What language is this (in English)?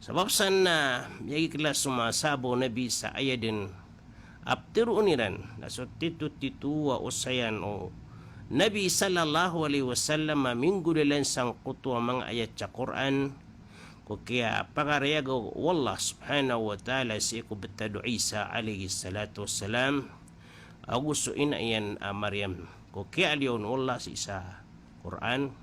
Maranao